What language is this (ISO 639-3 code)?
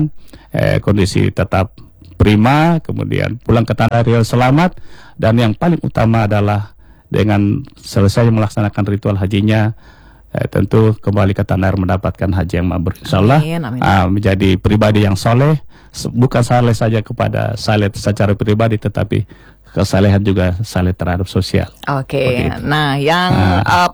ind